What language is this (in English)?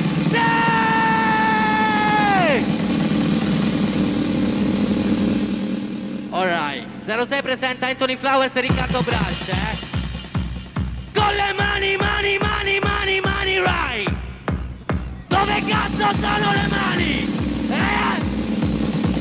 Italian